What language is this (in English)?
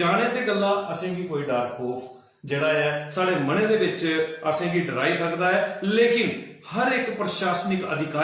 Dogri